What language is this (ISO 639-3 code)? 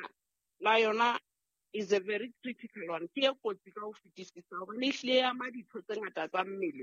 sot